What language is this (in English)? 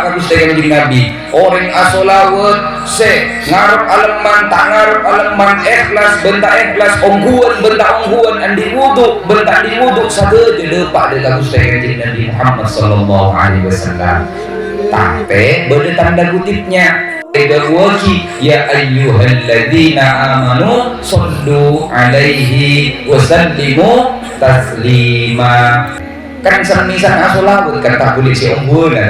Madurese